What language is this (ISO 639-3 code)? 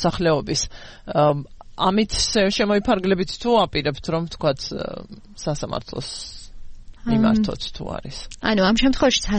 kat